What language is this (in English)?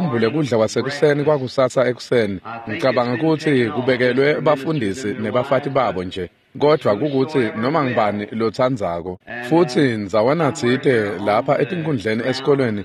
Swati